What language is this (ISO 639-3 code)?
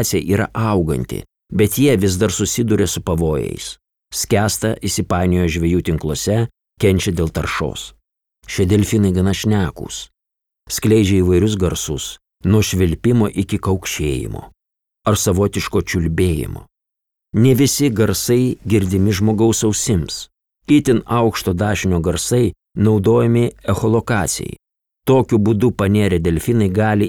lit